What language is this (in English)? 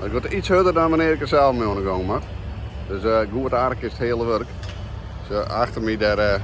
Western Frisian